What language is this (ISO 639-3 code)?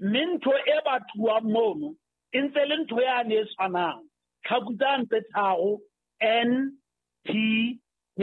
sot